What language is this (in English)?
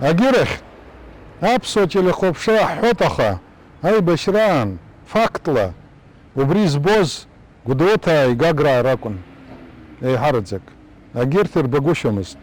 Abkhazian